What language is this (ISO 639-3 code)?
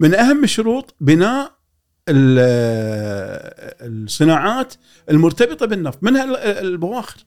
afb